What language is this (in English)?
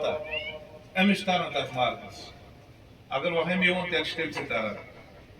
Kashmiri